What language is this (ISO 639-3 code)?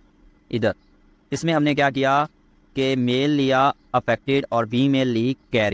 hin